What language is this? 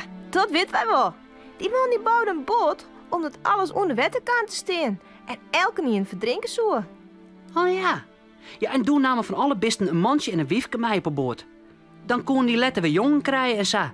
Western Frisian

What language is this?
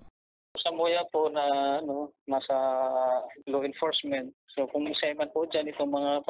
Bikol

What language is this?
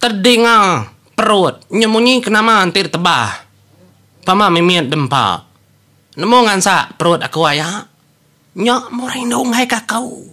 Iban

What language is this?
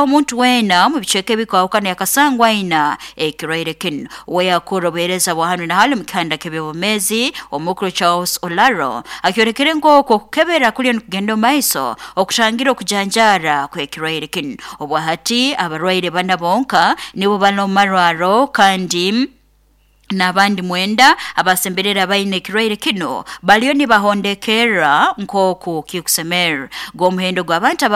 Nyoro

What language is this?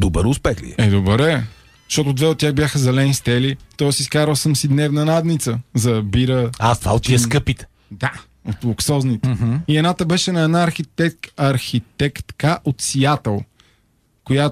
Bulgarian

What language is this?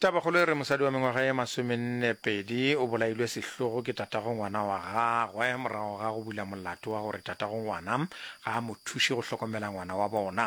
Northern Sotho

